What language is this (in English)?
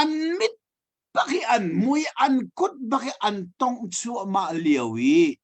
Hakha Chin